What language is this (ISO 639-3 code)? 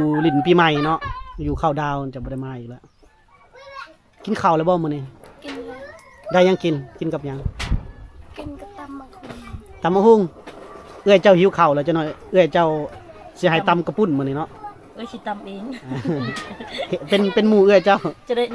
lao